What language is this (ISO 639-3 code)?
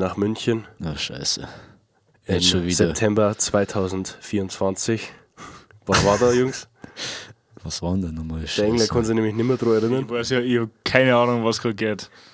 bar